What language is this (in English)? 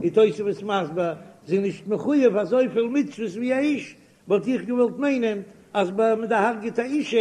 Yiddish